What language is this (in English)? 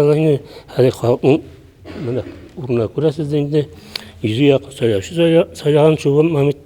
Tatar